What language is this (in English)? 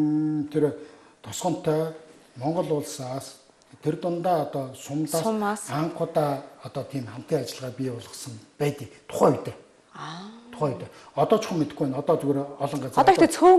Mongolian